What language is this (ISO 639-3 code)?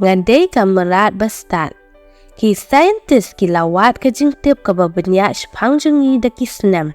kha